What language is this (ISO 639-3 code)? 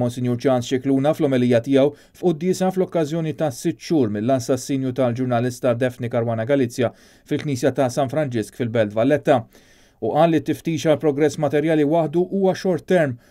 mlt